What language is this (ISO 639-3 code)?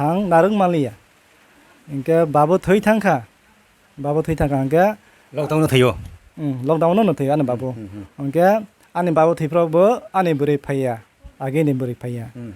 trp